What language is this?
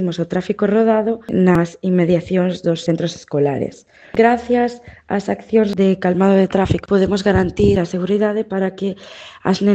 Galician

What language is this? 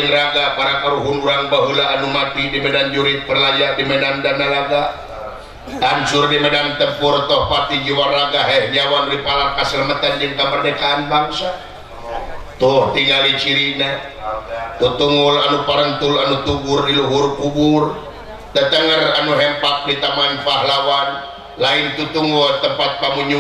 Sundanese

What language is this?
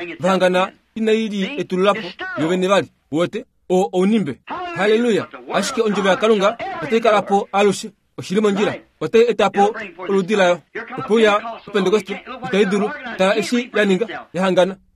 Kuanyama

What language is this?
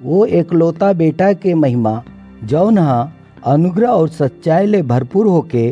Chhattisgarhi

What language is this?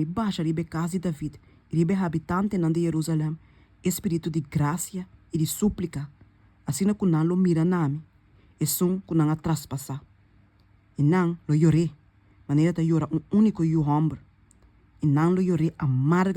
Papiamento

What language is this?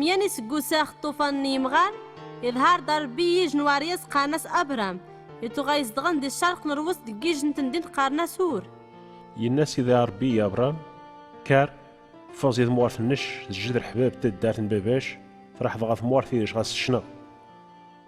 Kabyle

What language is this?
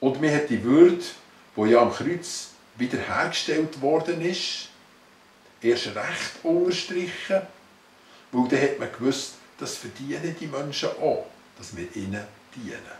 Swiss German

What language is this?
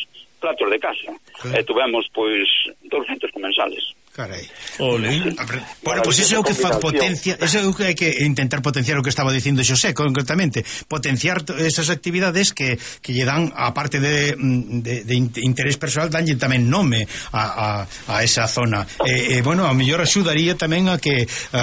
Galician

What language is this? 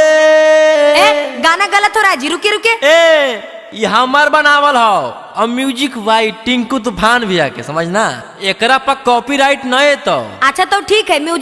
Magahi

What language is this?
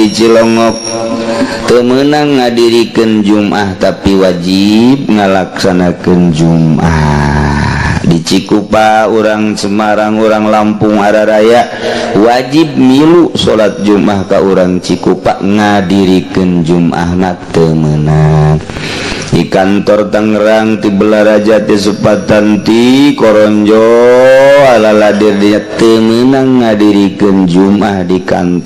Sundanese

